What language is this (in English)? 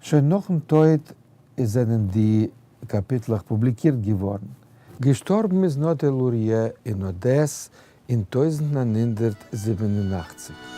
Yiddish